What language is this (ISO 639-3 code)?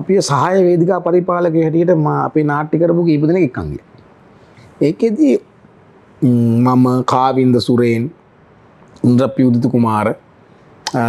sin